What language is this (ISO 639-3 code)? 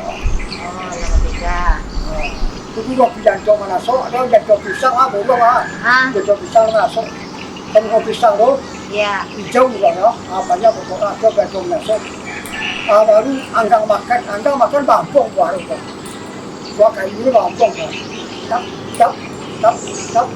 min